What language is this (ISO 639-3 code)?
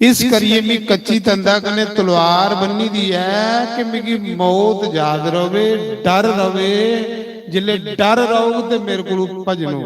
doi